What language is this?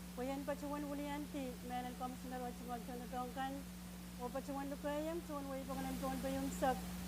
Pohnpeian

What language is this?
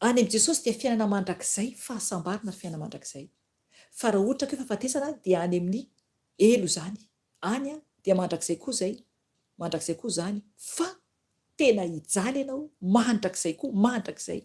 Malagasy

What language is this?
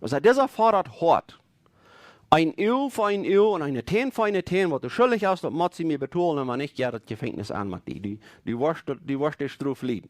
Plautdietsch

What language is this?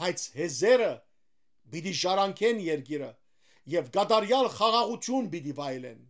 Western Armenian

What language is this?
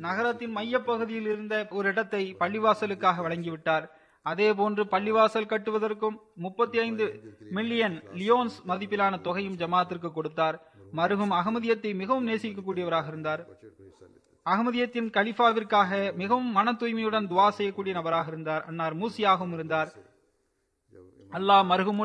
Tamil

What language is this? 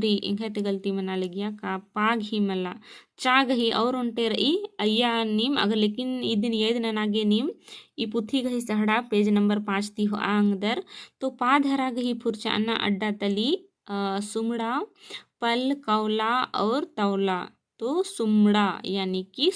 Kurukh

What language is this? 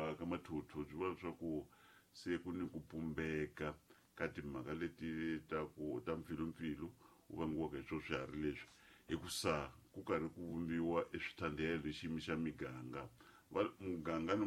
Tsonga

